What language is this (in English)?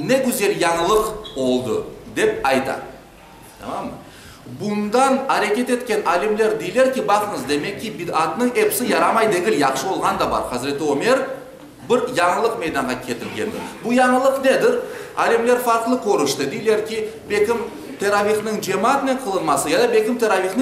Crimean Tatar